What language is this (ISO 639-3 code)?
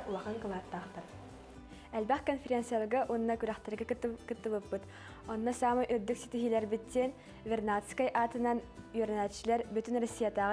sah